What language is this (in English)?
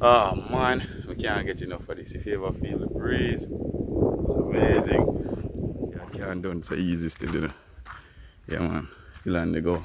Jamaican Creole English